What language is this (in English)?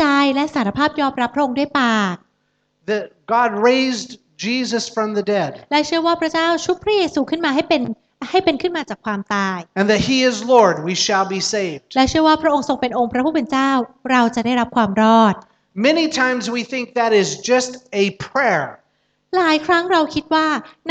Thai